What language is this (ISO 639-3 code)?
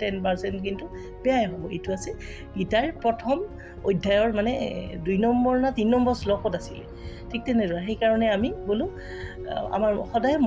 asm